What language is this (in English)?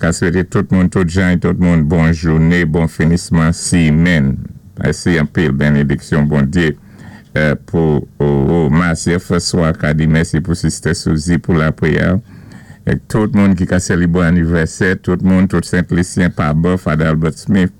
Saint Lucian Creole French